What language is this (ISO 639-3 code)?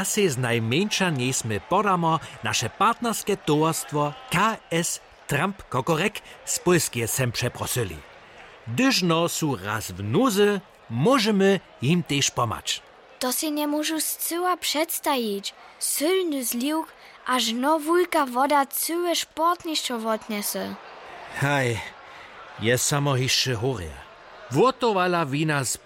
hsb